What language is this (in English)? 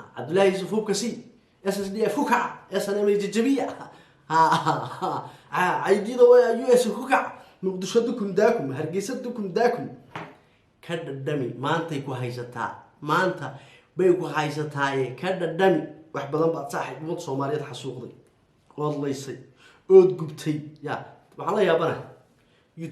Somali